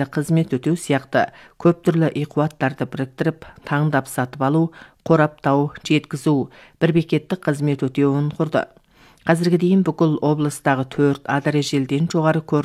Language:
Kazakh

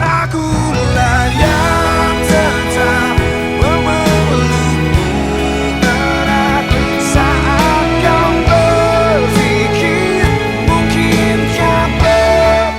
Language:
Manado Malay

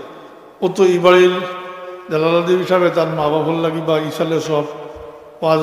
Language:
Sylheti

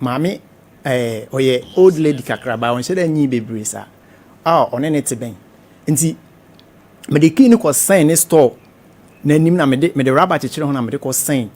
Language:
Akan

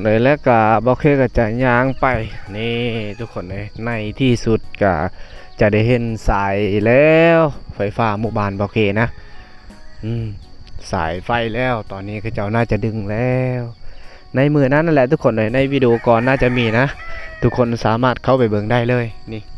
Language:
Lao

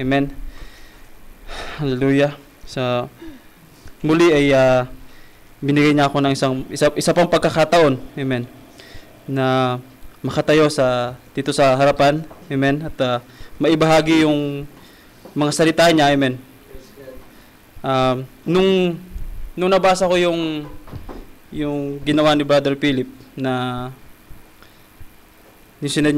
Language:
Filipino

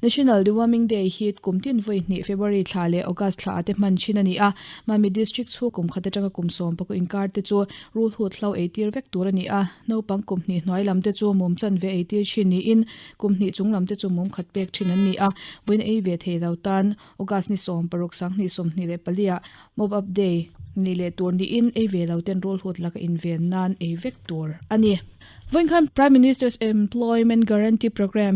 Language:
Mizo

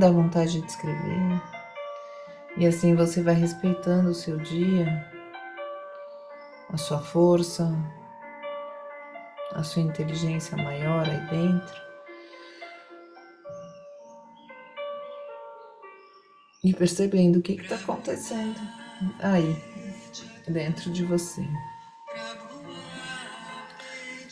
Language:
Portuguese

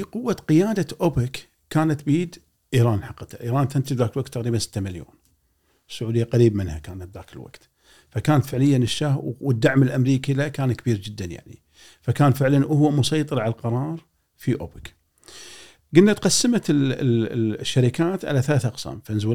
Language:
Gulf Arabic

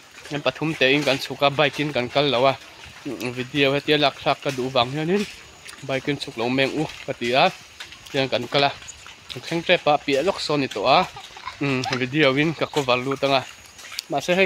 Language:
Mizo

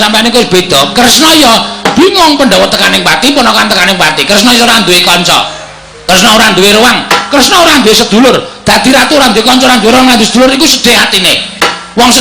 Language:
Javanese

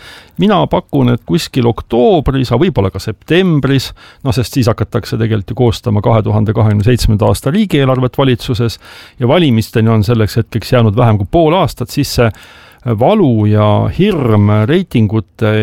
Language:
Estonian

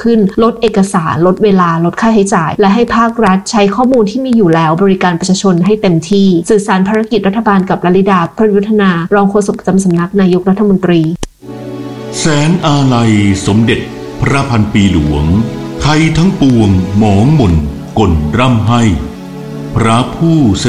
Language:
Thai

